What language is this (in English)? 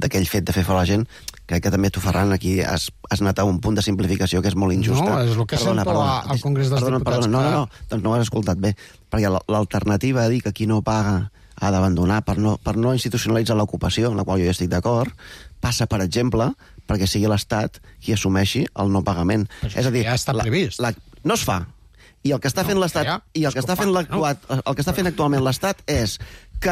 Catalan